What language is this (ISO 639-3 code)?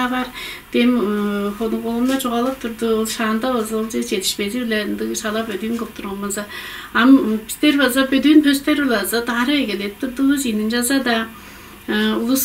tyv